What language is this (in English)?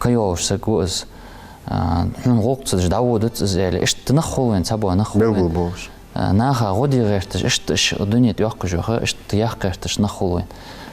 Ingush